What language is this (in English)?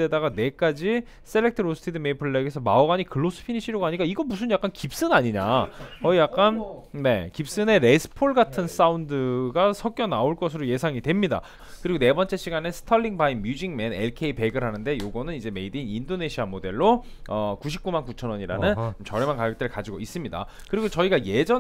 Korean